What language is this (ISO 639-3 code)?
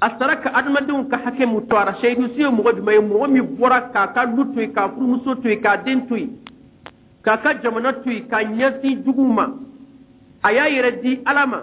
bam